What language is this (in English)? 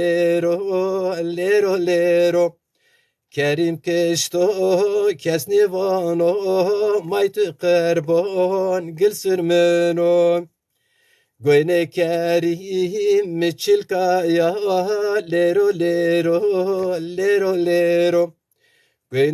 Zaza